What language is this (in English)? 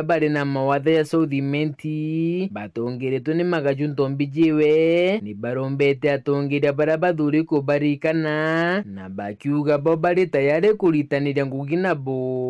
Meru